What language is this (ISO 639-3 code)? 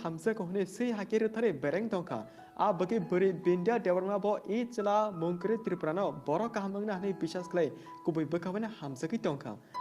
trp